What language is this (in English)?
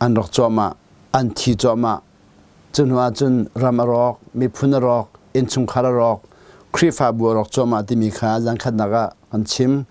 Hakha Chin